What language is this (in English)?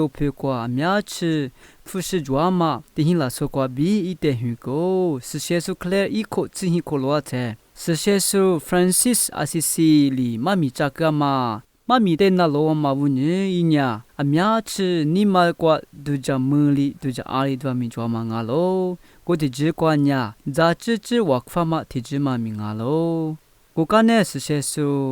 Lisu